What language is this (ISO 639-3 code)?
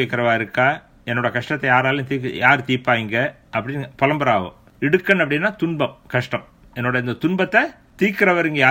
tam